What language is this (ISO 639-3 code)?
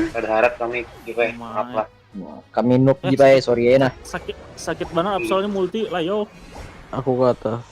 bjn